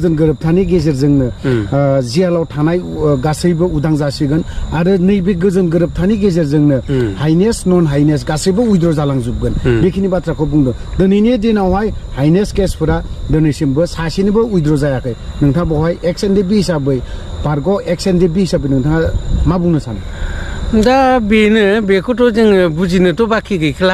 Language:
Bodo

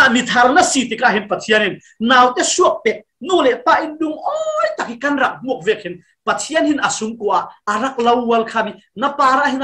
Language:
Falam Chin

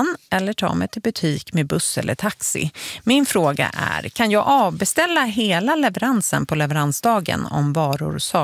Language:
Swedish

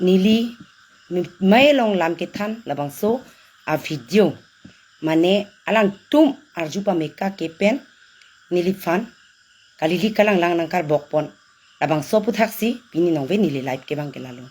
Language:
Karbi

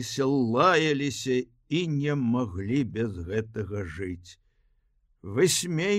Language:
Belarusian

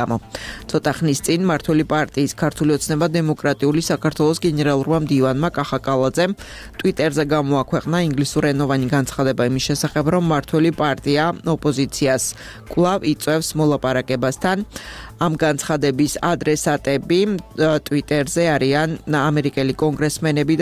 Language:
Georgian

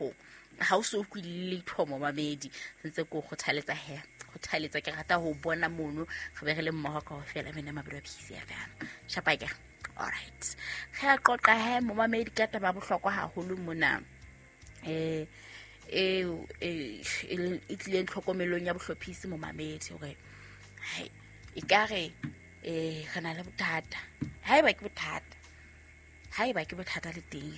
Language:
Southern Sotho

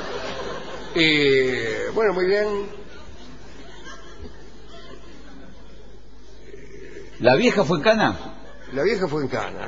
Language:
Spanish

